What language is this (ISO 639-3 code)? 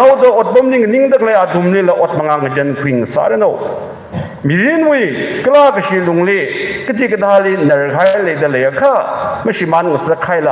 nmf